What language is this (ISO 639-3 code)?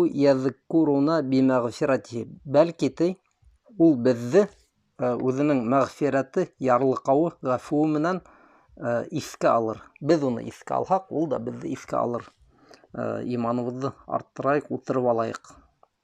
bak